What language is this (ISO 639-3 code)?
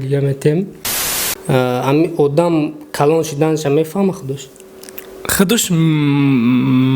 tgk